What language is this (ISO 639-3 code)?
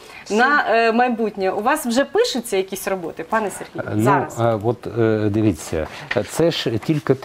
ukr